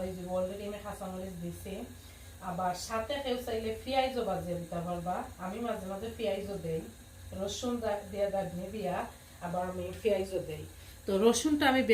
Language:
Sylheti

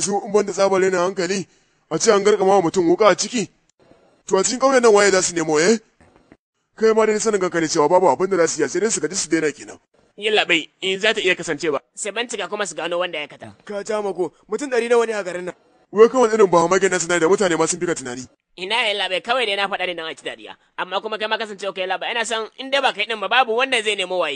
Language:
Hausa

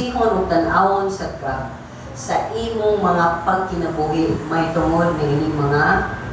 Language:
Cebuano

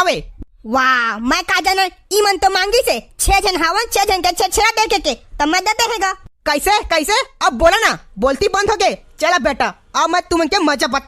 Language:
Chhattisgarhi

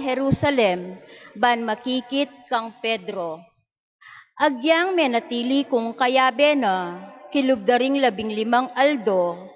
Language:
Pampanga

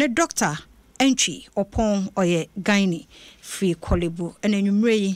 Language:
Akan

